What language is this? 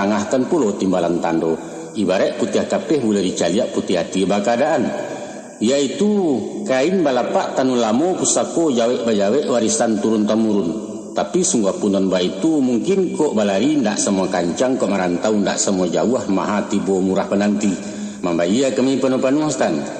Minangkabau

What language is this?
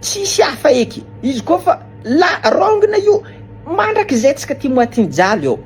Malagasy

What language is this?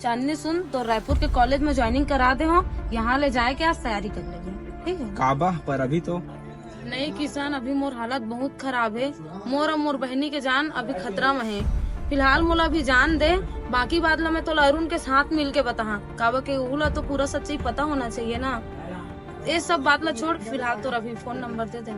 Chhattisgarhi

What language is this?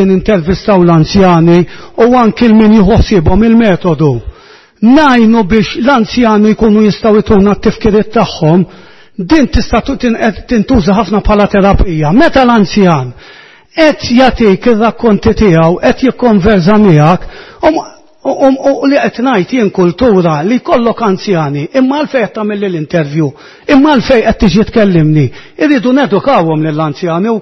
Maltese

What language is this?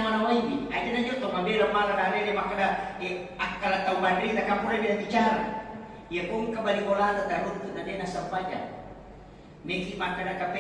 Buginese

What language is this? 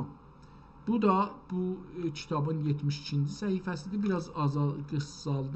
South Azerbaijani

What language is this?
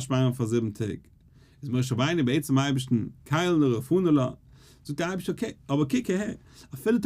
Yiddish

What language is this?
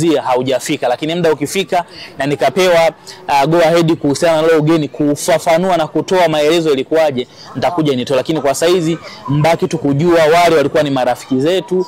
Swahili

